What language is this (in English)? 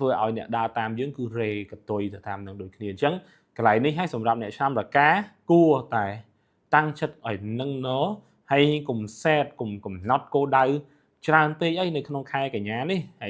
Khmer